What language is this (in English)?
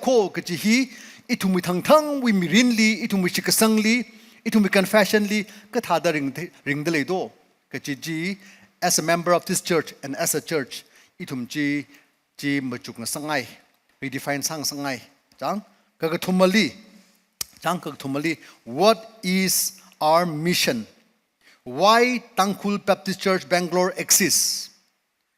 Tangkhul Naga (India)